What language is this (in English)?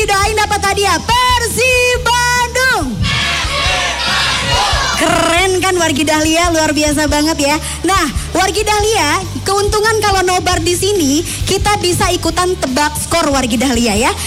Indonesian